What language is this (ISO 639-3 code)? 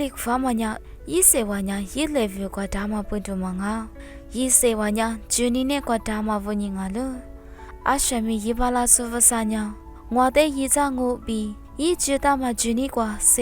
lis